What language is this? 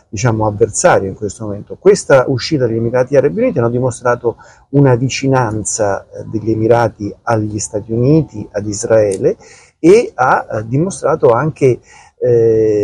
Italian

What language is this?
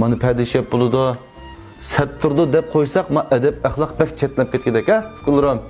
Uyghur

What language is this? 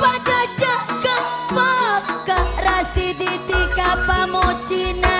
Madurese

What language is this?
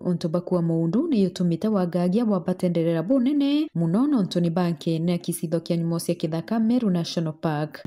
Meru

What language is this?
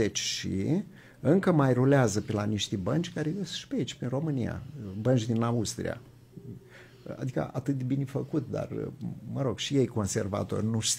Romanian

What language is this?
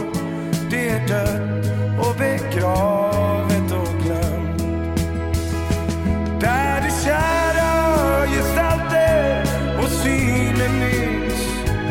Swedish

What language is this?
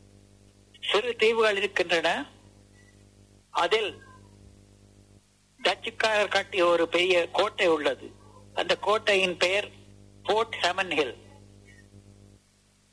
Tamil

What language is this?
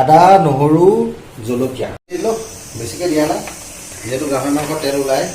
Assamese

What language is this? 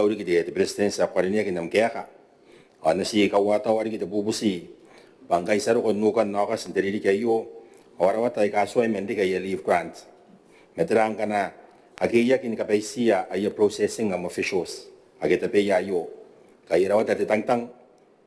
Gilbertese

